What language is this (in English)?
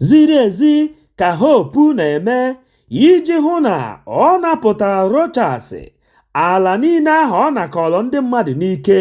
Igbo